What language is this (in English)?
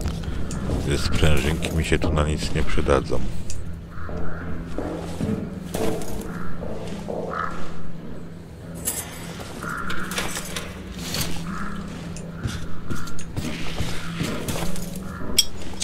Polish